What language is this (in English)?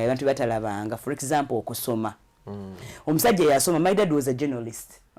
Ganda